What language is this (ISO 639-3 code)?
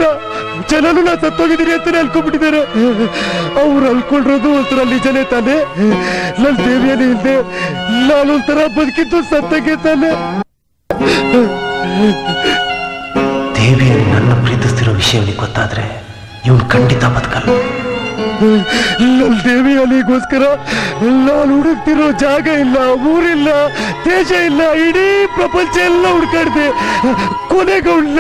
kan